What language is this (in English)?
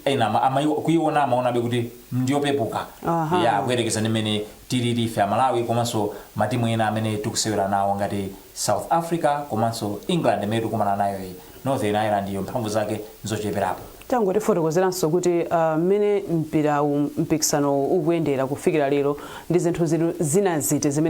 Nyanja